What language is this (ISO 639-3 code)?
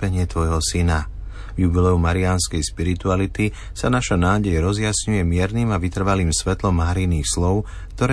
slk